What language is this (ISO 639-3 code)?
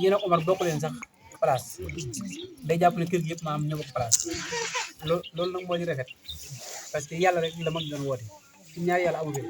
wol